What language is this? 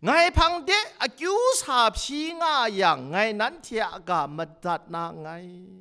Kachin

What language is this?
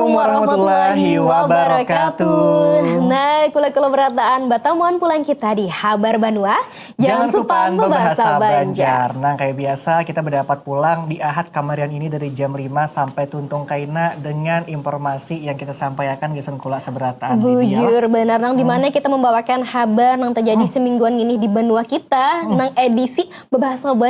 Banjar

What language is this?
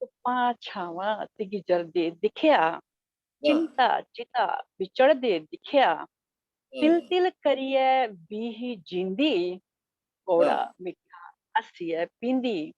Dogri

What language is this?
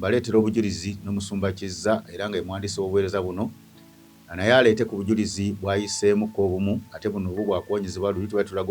Ganda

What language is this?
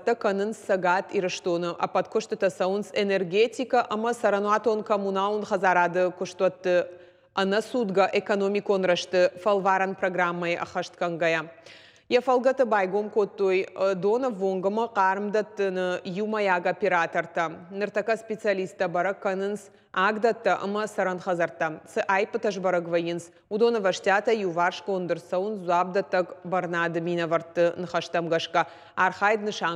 Ossetic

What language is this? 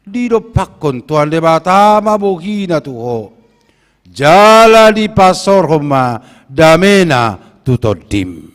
Batak Toba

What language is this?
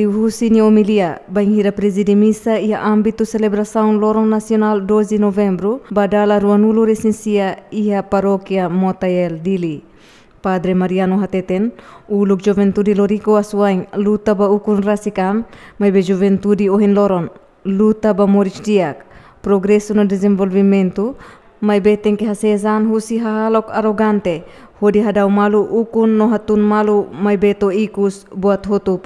Tetum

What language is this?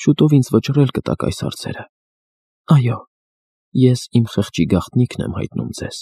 Armenian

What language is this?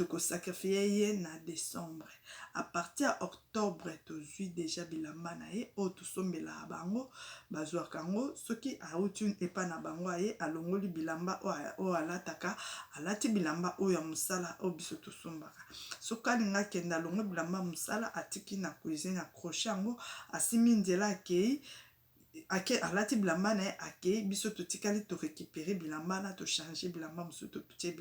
Lingala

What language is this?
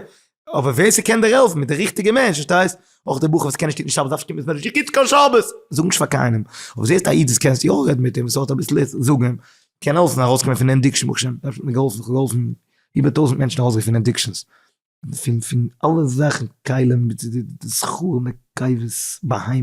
Yiddish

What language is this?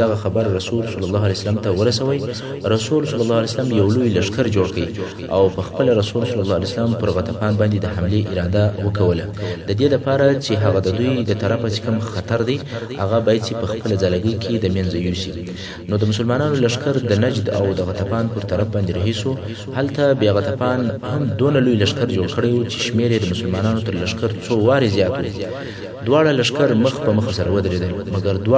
Pashto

